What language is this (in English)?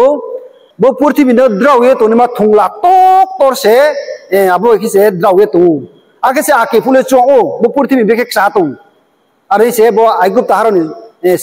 Riang (India)